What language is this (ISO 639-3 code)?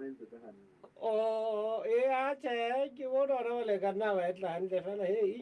sot